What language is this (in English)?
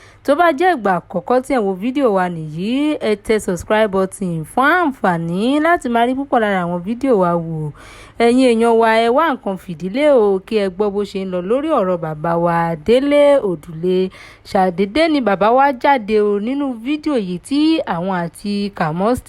Yoruba